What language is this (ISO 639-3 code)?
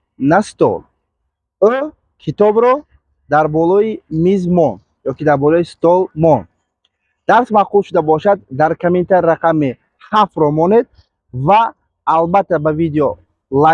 tgk